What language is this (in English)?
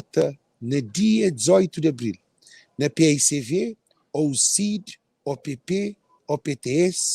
Kabuverdianu